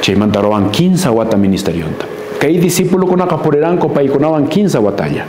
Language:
Quechua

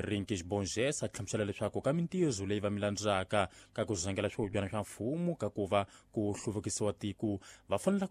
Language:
Tsonga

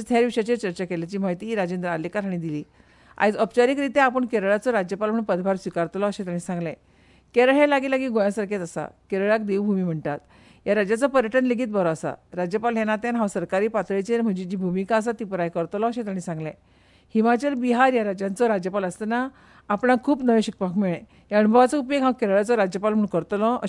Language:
Konkani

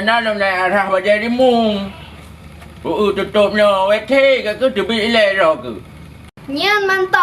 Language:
Achinese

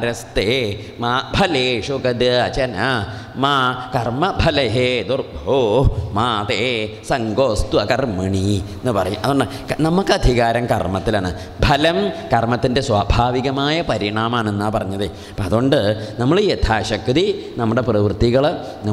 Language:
Malayalam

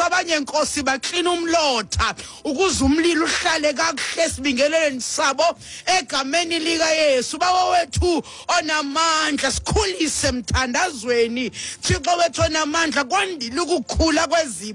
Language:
Xhosa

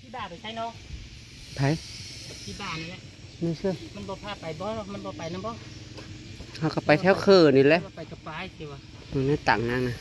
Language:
Northeastern Thai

